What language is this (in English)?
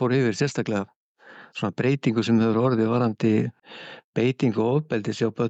Icelandic